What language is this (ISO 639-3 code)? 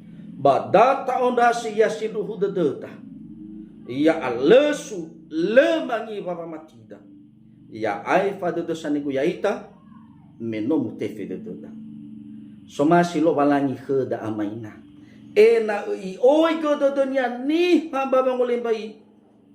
nia